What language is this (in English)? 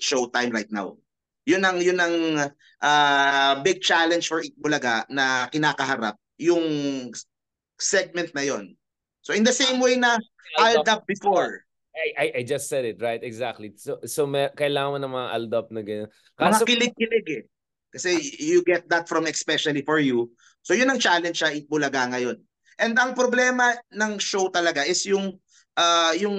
Filipino